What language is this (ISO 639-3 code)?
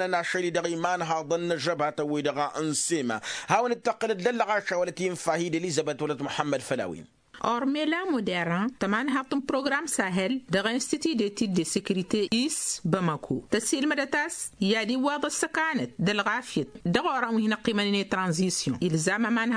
taq